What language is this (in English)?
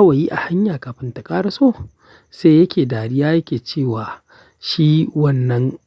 Hausa